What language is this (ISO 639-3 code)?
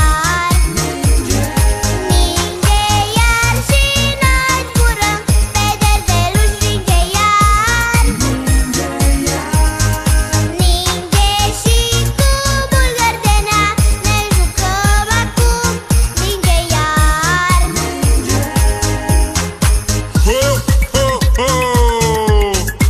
ron